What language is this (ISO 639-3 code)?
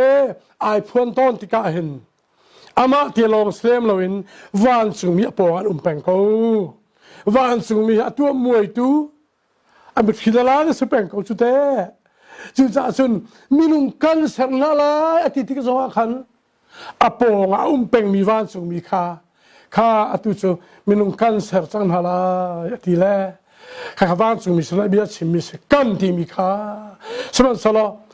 cnh